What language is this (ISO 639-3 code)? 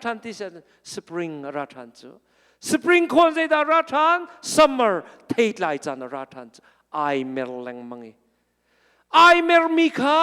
cnh